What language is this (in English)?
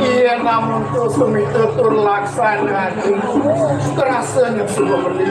Balinese